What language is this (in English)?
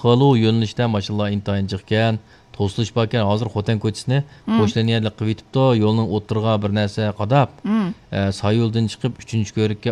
Uyghur